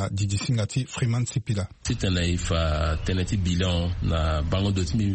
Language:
Sango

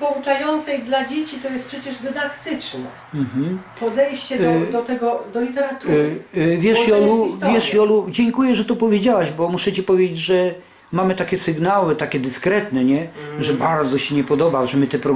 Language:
Polish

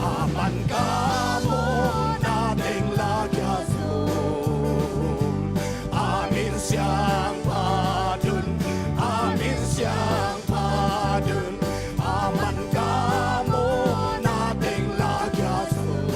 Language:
Tedim Chin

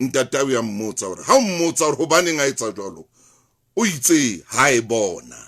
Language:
Southern Sotho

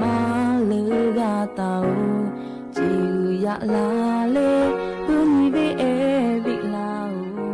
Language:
Lahu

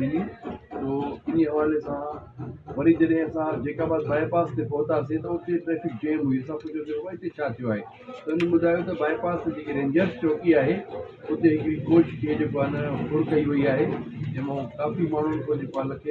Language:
Sindhi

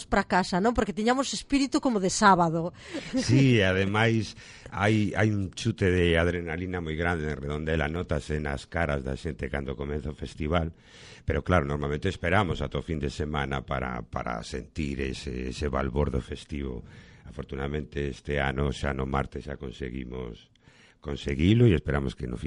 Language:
Galician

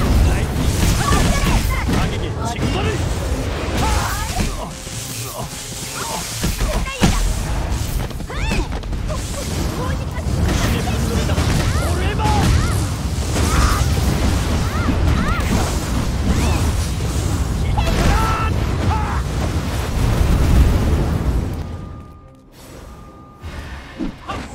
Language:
Korean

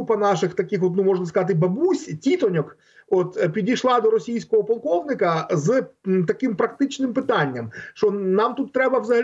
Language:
Ukrainian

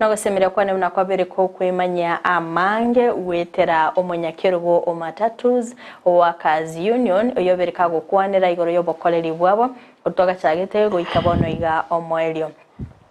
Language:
Gusii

